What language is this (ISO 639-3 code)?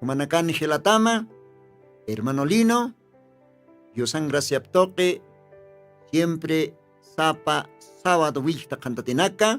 aym